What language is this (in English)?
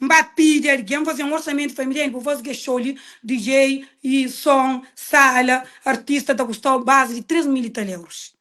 Kabuverdianu